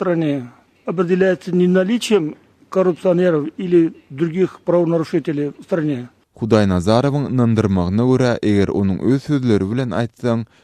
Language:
Turkmen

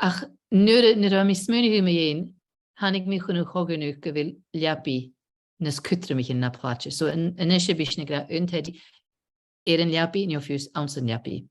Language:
Scottish Gaelic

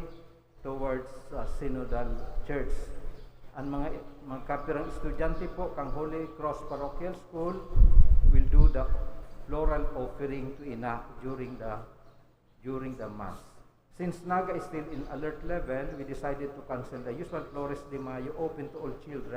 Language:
Bikol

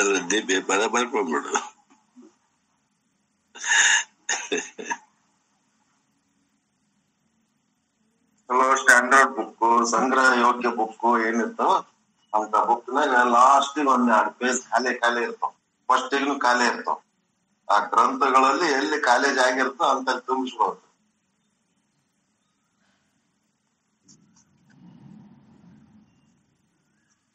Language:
Kannada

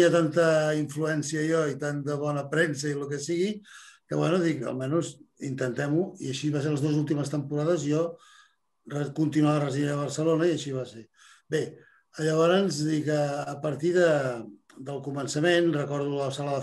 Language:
Catalan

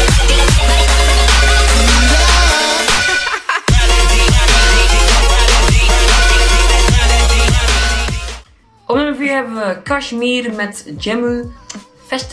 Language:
Dutch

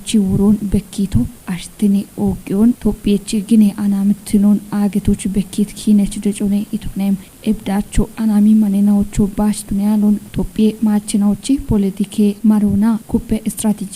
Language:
Kafa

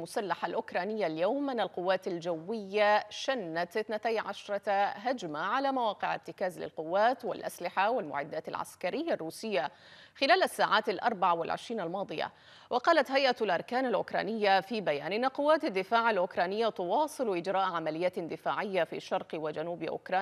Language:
Arabic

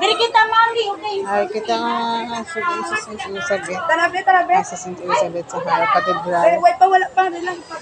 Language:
Hiligaynon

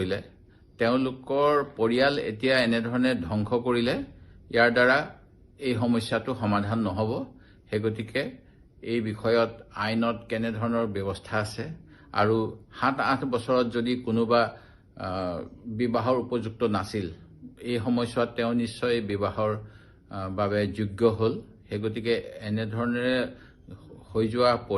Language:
Assamese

